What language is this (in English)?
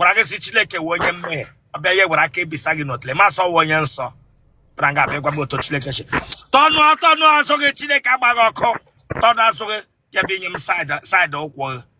Igbo